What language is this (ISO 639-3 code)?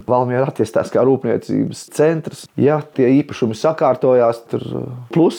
lav